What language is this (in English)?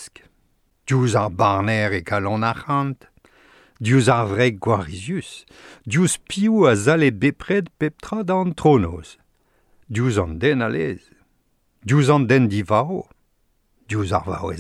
Breton